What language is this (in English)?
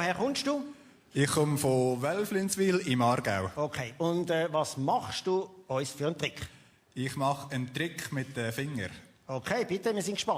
Swiss German